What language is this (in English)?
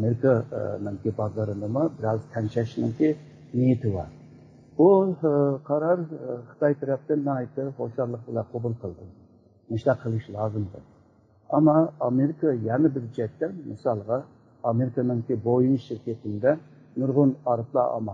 Uyghur